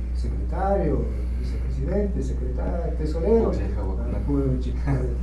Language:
Imbabura Highland Quichua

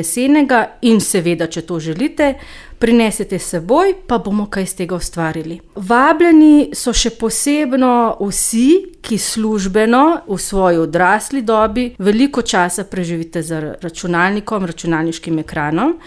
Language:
Slovenian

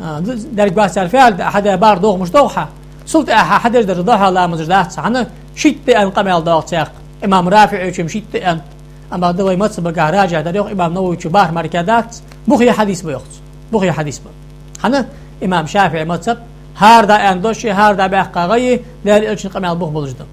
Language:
Ingush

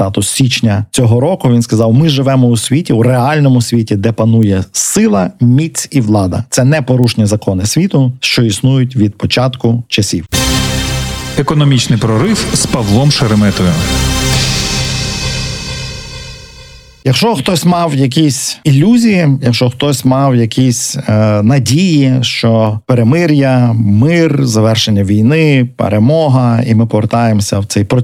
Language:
Ukrainian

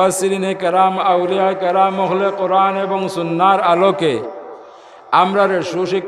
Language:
Sylheti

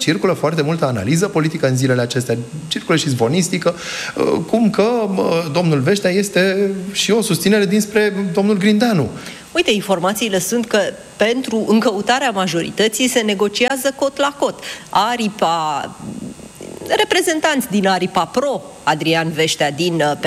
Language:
Romanian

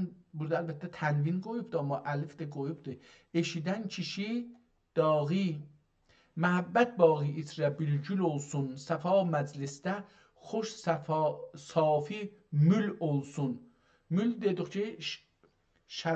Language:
South Azerbaijani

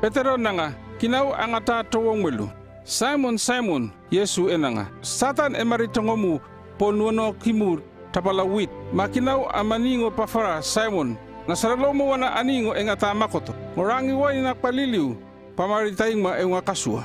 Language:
North Efate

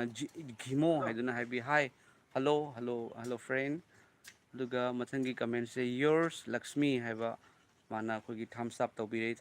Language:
Manipuri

